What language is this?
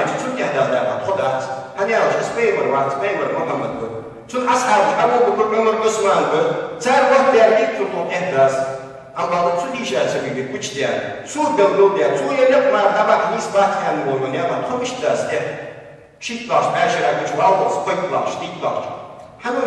Ingush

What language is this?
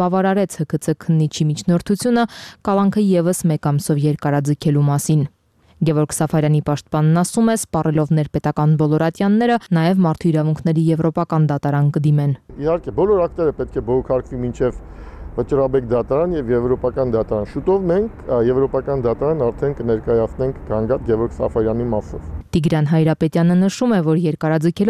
Armenian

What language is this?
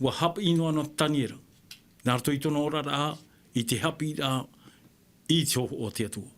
Tahitian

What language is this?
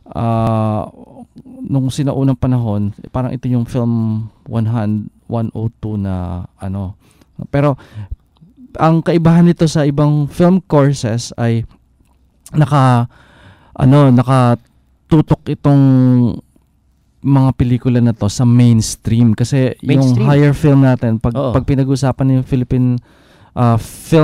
Filipino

